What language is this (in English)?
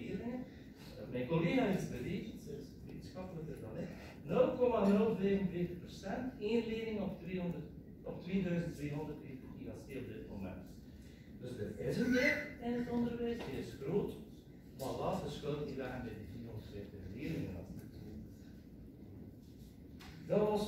Dutch